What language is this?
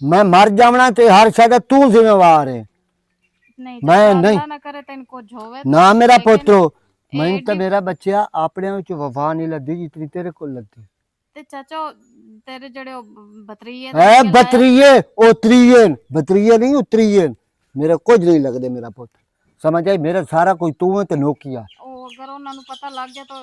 Western Panjabi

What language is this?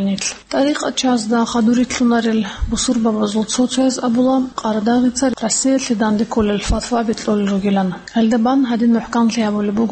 Avaric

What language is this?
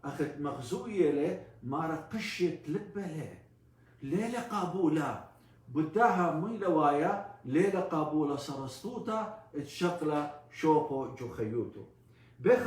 Assyrian Neo-Aramaic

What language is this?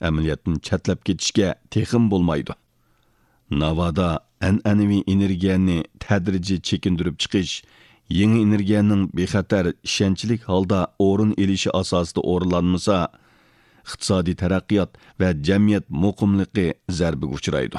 Uyghur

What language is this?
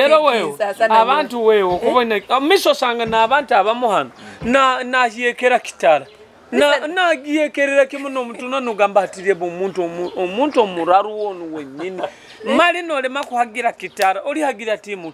Nyoro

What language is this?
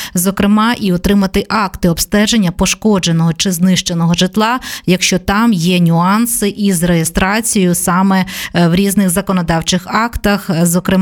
Ukrainian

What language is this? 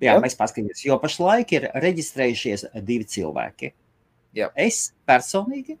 Latvian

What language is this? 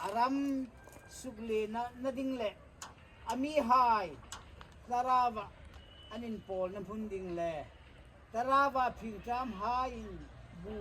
Hmar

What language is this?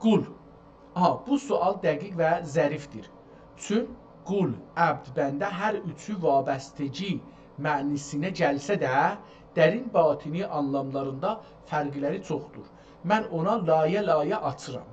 South Azerbaijani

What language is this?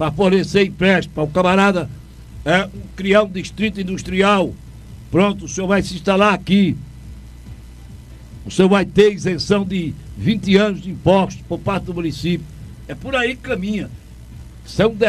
Portuguese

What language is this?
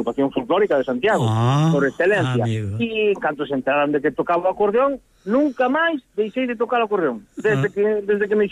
Galician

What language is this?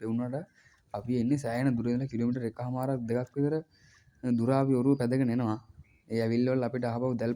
Sinhala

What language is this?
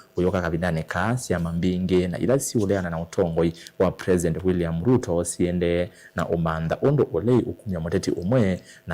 Kamba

